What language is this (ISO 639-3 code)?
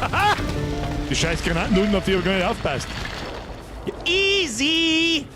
bar